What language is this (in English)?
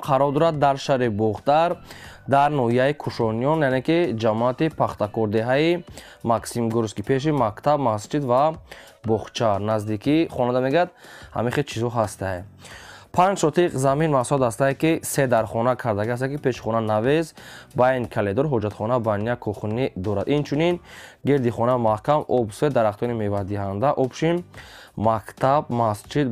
Tajik